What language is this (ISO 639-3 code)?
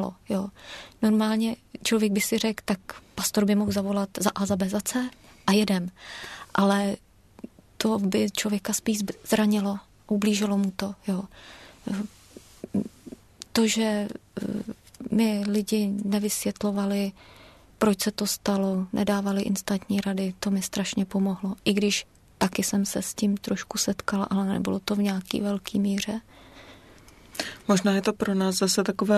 ces